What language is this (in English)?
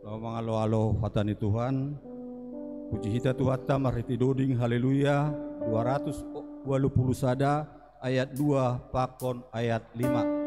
Batak Simalungun